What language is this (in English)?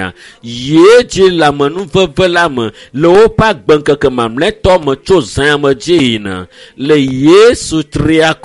Ewe